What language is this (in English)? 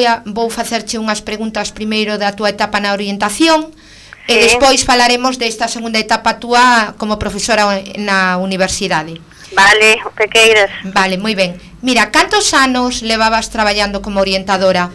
Galician